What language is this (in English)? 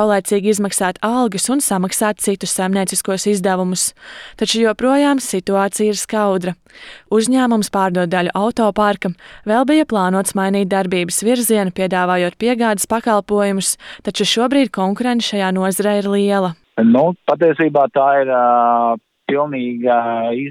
Latvian